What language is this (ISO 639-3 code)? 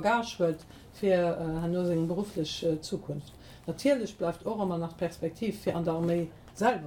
ltz